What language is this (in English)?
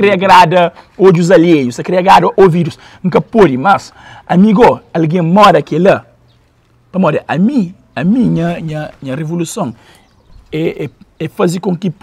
Kabuverdianu